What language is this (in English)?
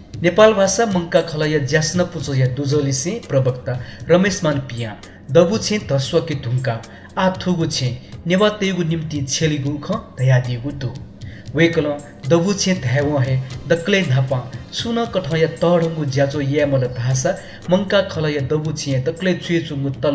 Newari